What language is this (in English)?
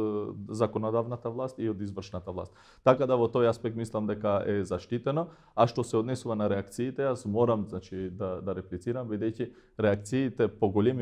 Macedonian